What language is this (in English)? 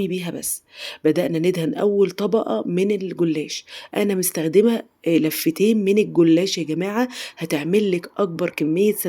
Egyptian Arabic